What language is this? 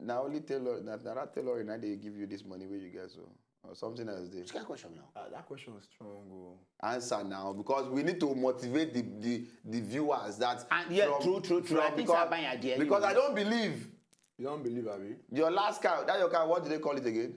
Nigerian Pidgin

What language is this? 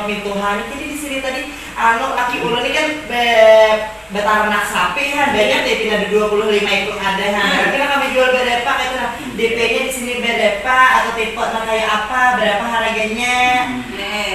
Banjar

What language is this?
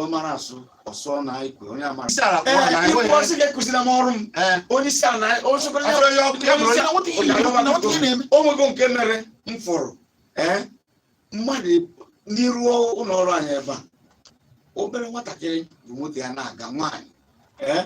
Igbo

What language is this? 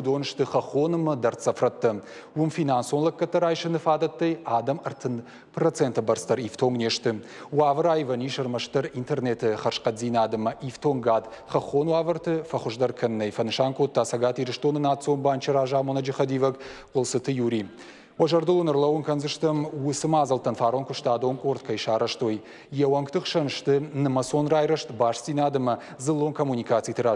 Ossetic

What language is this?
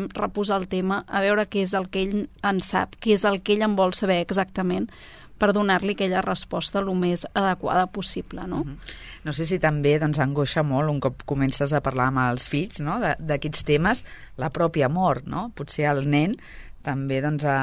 Catalan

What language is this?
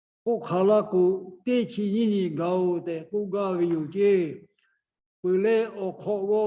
Lahu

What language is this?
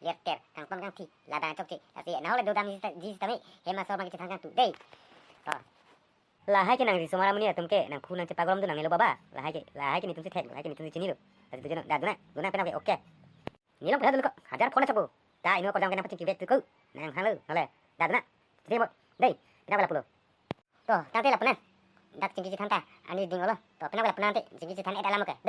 Karbi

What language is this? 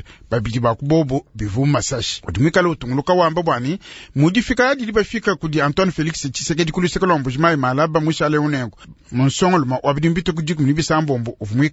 Luba-Lulua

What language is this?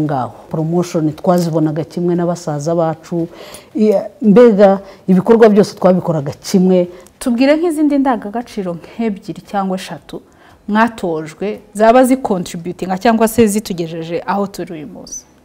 Kinyarwanda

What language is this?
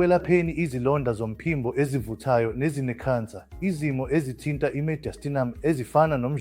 Zulu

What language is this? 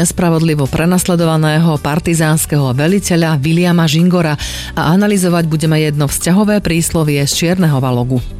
Slovak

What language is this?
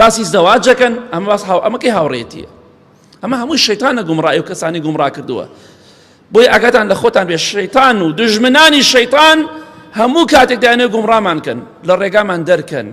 Central Kurdish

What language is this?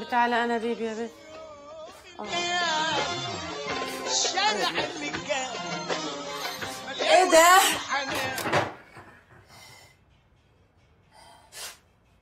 Egyptian Arabic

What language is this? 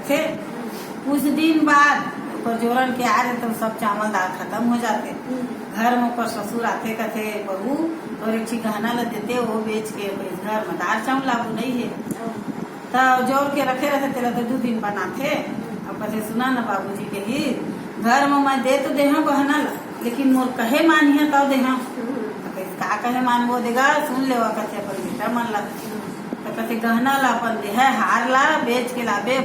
Chhattisgarhi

